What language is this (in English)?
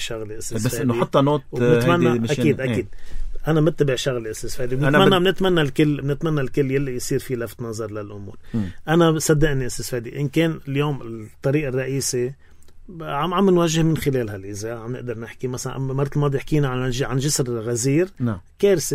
North Levantine Arabic